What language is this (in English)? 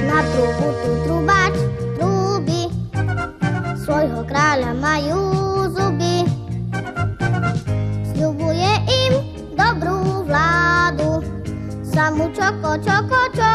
Slovak